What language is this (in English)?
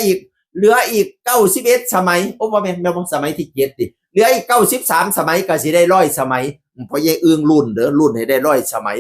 Northeastern Thai